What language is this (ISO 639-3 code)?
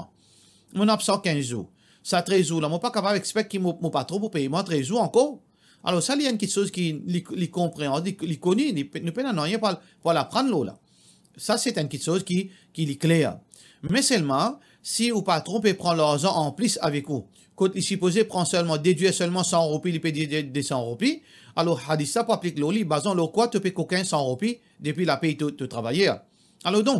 mfe